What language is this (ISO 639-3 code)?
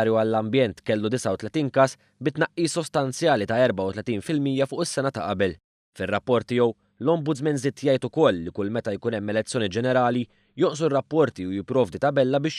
mlt